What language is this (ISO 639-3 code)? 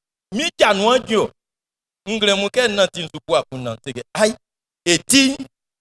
bci